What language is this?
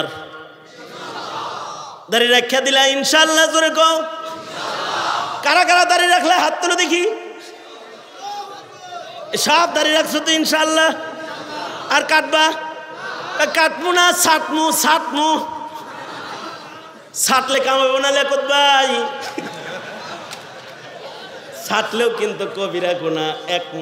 Bangla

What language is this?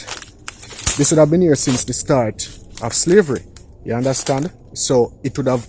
Jamaican Creole English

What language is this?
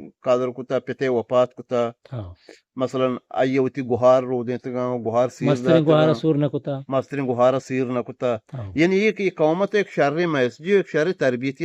Eastern Balochi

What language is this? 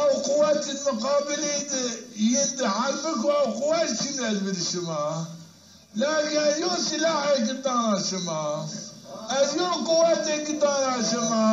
Zaza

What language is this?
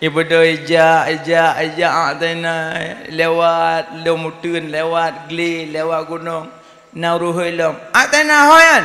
Achinese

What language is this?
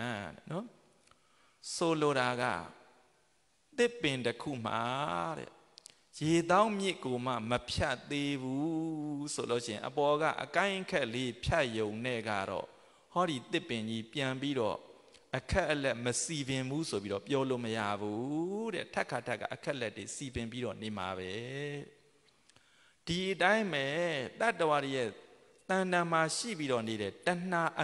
Burmese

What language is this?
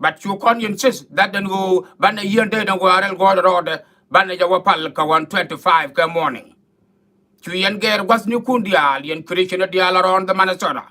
Nuer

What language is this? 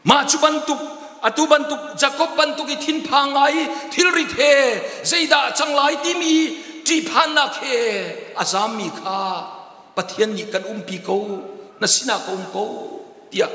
Hakha Chin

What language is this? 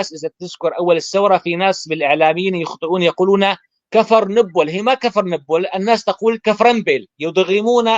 North Levantine Arabic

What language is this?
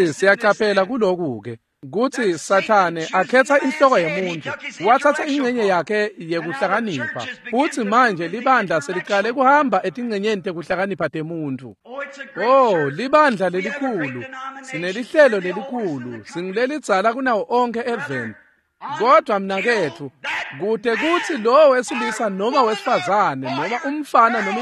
Swati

